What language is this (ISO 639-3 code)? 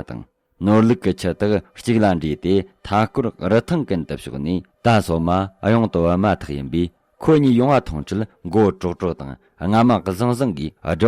bod